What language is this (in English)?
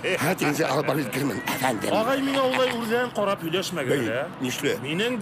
Bashkir